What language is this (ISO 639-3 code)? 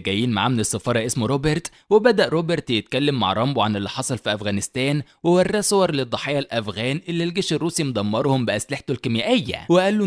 arz